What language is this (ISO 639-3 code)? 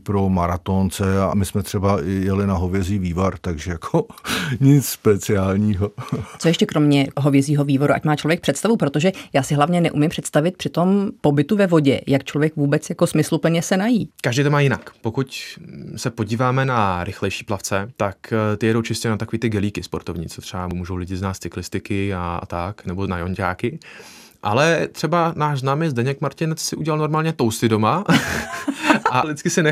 ces